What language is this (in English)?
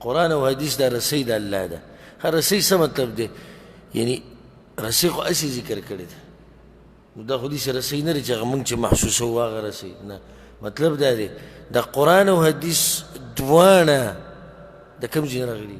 Pashto